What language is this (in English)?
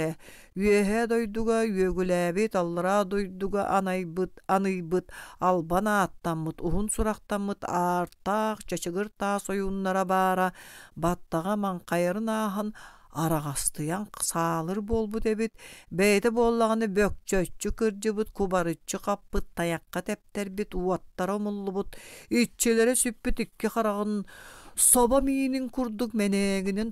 Yakut